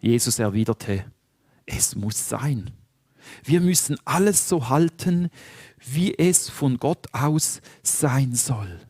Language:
Swiss German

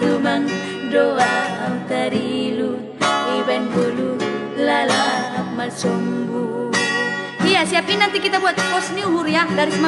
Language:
Batak Toba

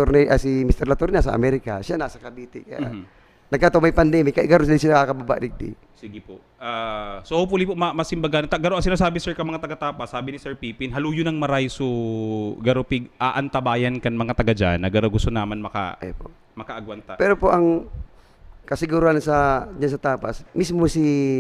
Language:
Bikol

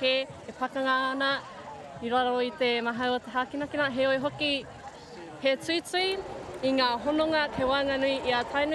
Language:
Māori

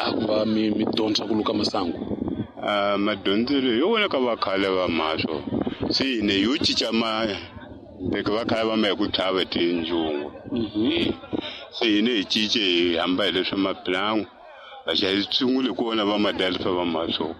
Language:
Tsonga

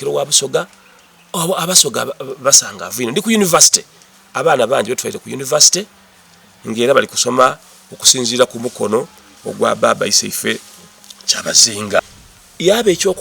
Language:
Soga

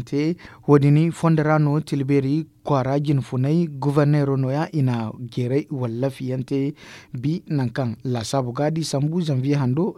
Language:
Zarma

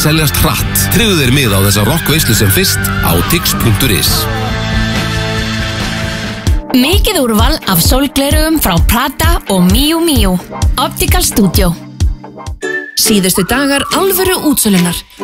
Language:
Icelandic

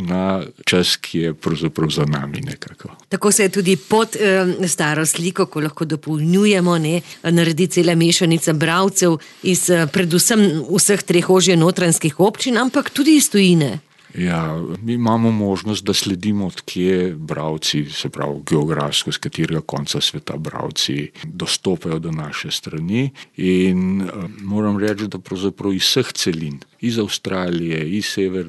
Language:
Slovenian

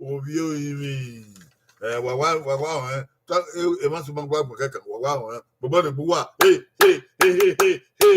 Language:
Bini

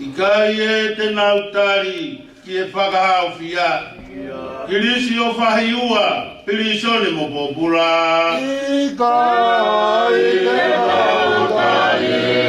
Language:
Tongan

